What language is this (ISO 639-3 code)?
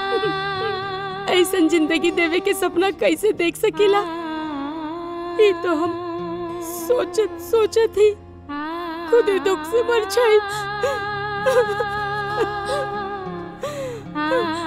bho